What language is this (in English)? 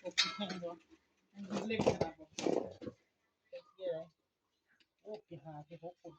Northeastern Thai